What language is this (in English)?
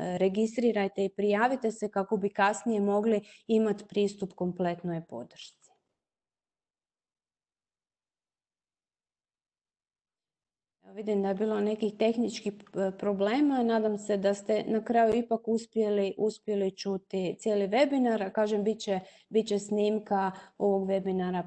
Croatian